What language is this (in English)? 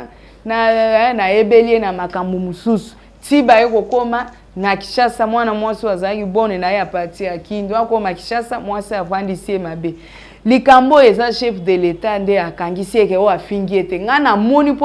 Lingala